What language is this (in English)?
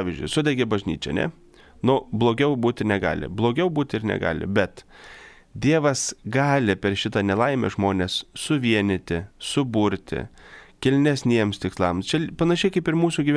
Lithuanian